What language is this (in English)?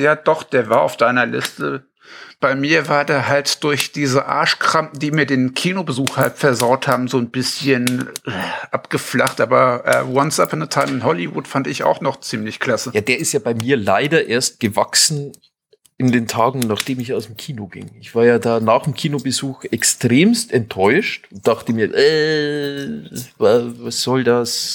German